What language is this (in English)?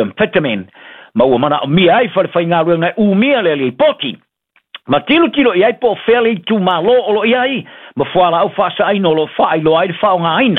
Samoan